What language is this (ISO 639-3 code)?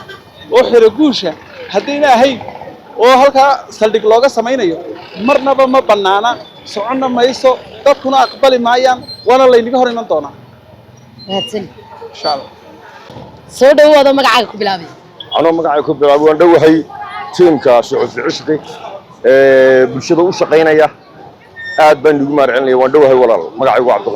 som